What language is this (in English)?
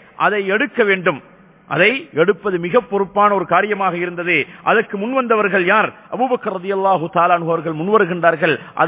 Tamil